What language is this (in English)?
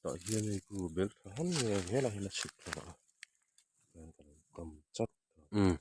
Mizo